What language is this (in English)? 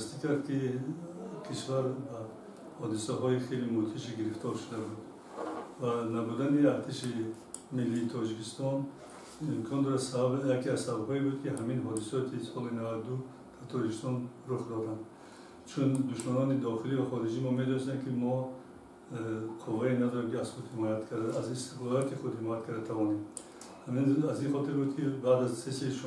Tajik